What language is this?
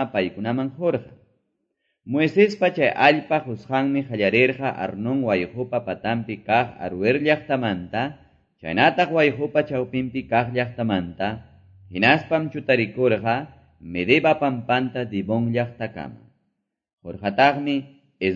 Quechua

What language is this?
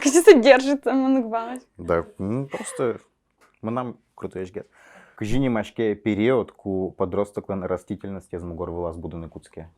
Udmurt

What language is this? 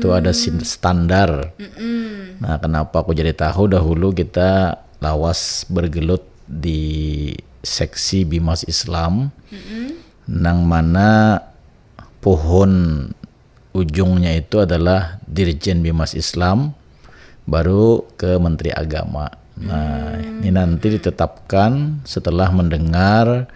Banjar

